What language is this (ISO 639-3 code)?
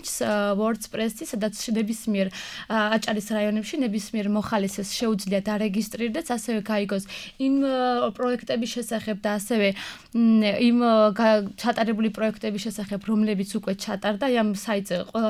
kat